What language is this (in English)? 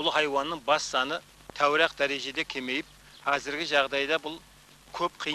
Kara-Kalpak